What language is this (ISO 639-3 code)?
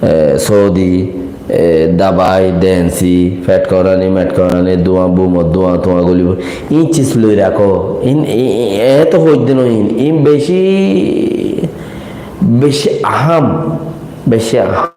rhg